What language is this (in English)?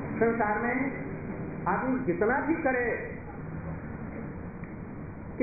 Hindi